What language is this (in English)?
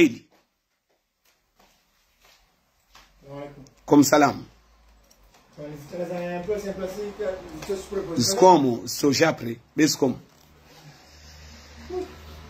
Swahili